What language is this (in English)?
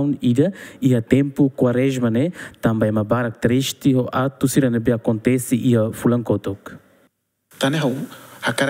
Tetum